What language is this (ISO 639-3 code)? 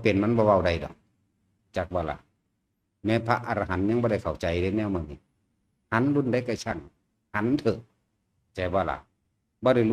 lao